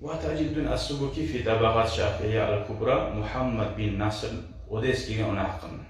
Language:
Kumyk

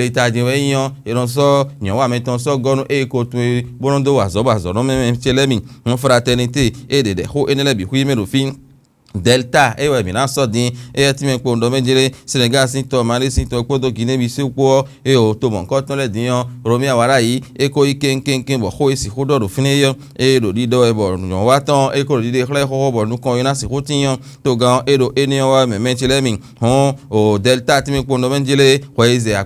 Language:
Fon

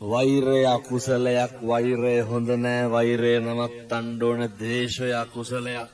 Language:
Sinhala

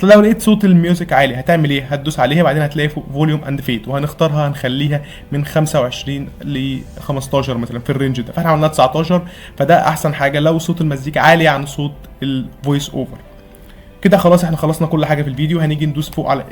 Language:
Egyptian Arabic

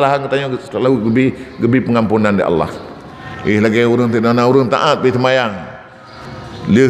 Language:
Achinese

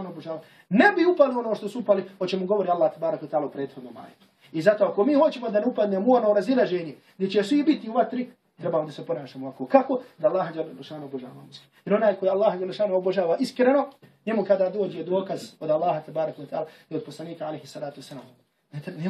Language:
Bosnian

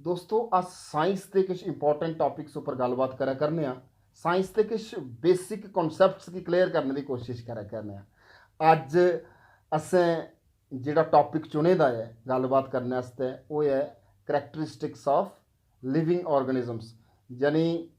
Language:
Dogri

